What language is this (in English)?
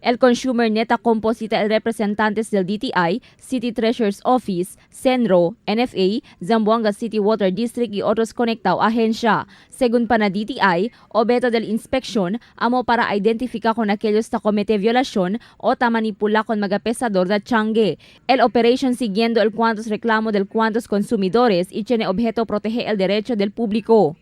Chavacano